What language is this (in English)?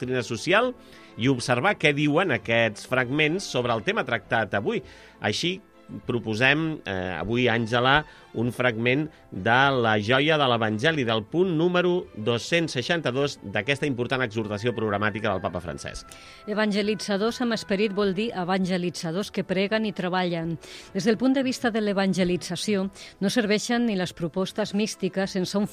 Catalan